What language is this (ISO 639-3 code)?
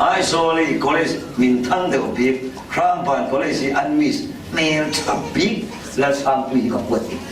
cfm